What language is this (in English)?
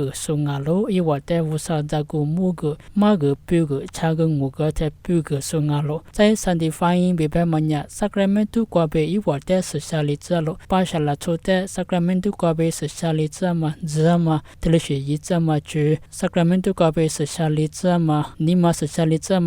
Lisu